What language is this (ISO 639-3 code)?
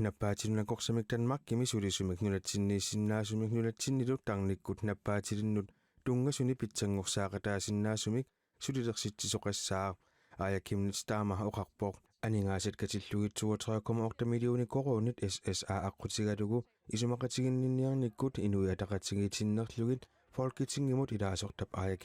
kal